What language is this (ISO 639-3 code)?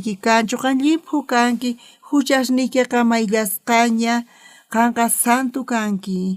quh